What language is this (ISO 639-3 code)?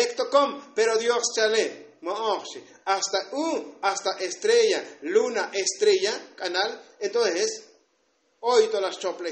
tzo